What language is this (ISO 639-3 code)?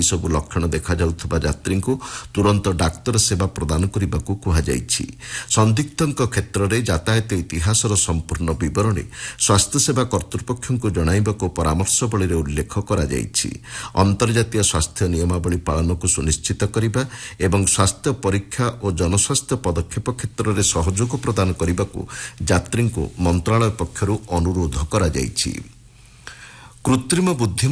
ori